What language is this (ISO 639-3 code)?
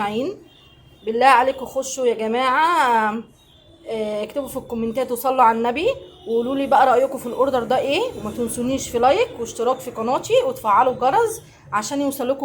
arz